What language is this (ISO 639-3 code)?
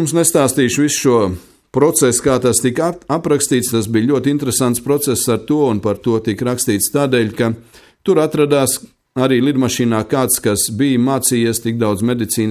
lav